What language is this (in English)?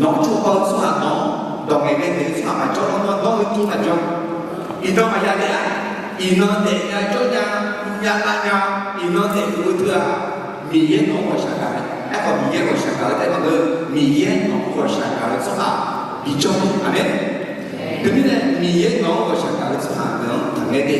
Akha